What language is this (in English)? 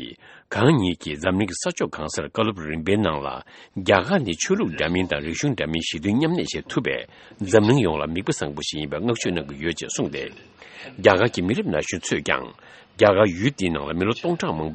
Tibetan